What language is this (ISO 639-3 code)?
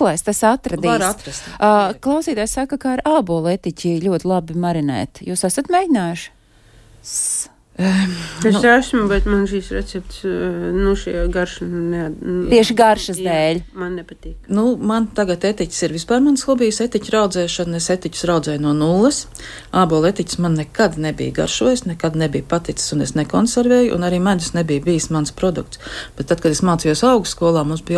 lav